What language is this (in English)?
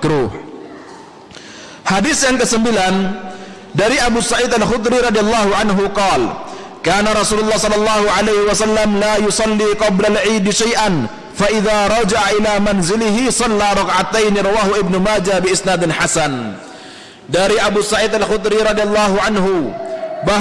Indonesian